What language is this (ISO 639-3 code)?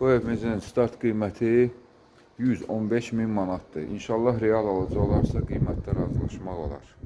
aze